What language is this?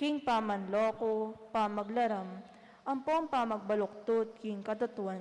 Pampanga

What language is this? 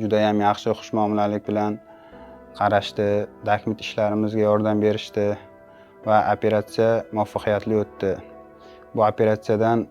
Uzbek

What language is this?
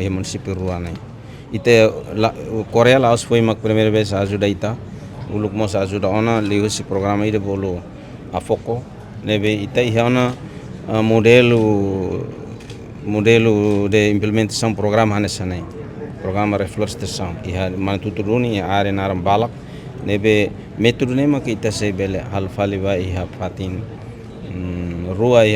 Tetum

